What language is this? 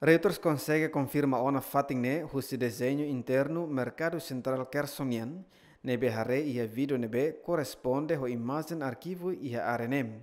Tetum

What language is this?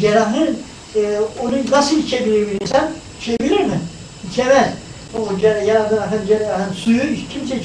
Turkish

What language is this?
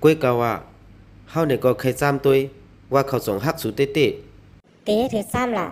Shan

